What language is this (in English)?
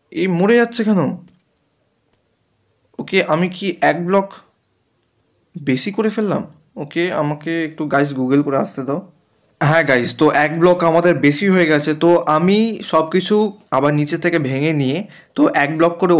Bangla